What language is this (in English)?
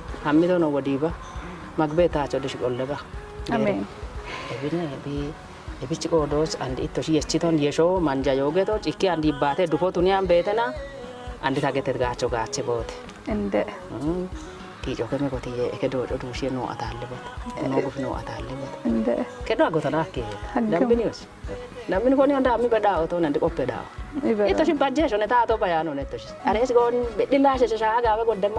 Kafa